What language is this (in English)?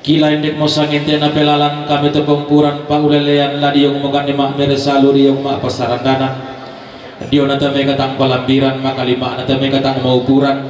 Toraja-Sa'dan